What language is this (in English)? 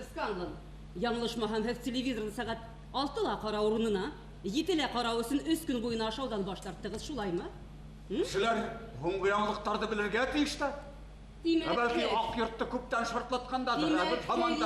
Bashkir